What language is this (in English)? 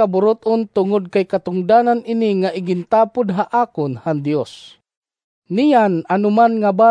Waray